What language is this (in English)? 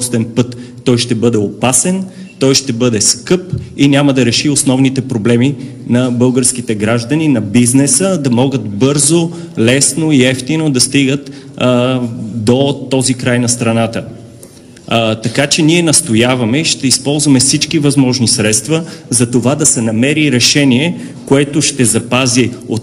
Bulgarian